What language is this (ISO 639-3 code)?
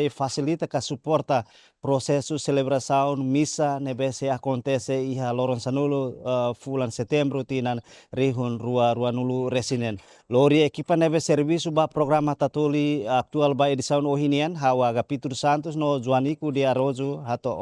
tet